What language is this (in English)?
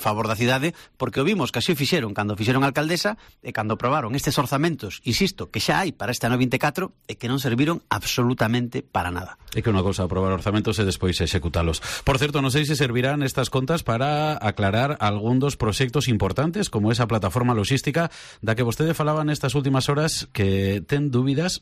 Galician